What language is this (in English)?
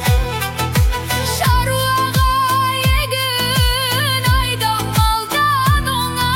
Kazakh